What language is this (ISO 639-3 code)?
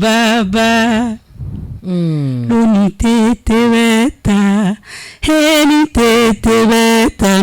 bam